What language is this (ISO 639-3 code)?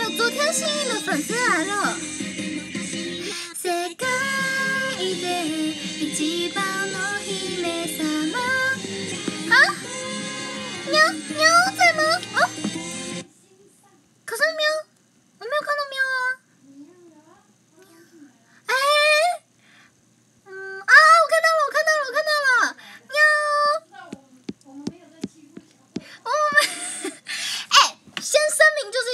zho